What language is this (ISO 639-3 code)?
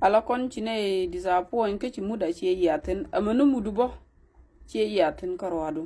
nus